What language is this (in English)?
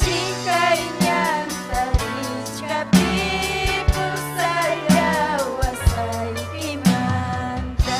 Ayacucho Quechua